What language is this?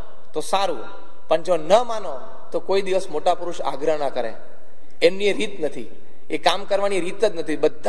Gujarati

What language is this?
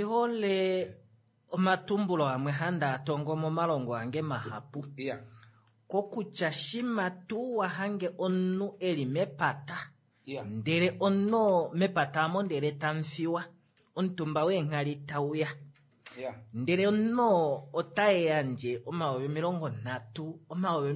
Kuanyama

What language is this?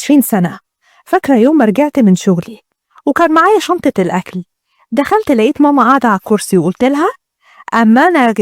Egyptian Arabic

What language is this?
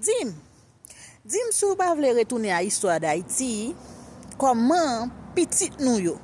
Haitian Creole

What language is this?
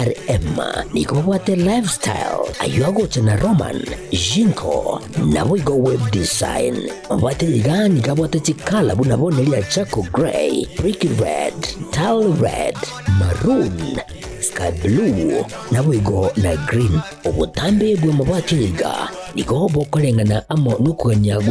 Gusii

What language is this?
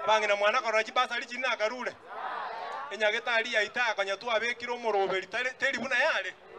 Gusii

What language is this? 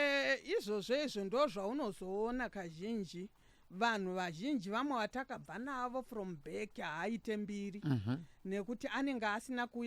Shona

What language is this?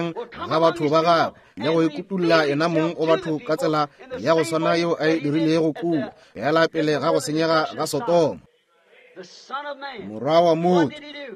Northern Sotho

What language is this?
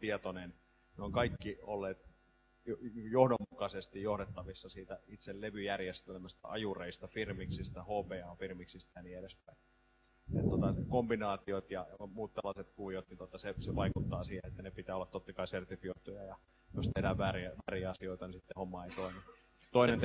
Finnish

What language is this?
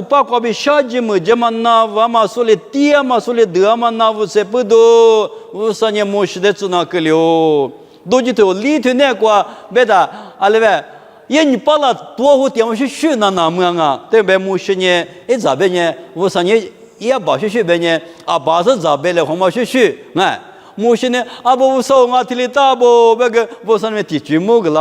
Lisu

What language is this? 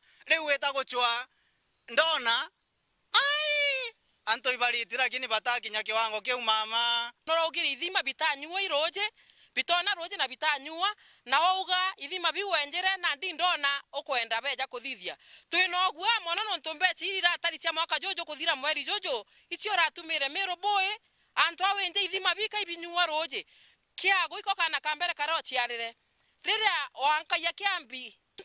Meru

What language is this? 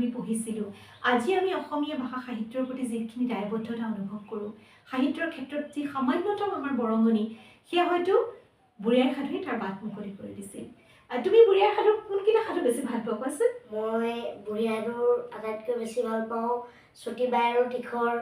Assamese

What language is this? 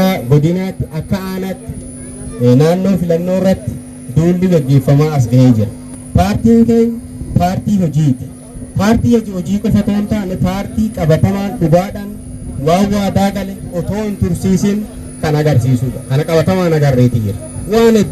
Oromo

